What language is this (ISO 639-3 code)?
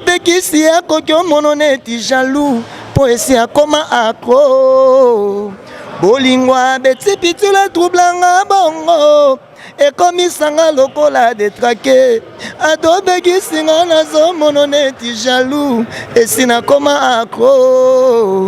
lin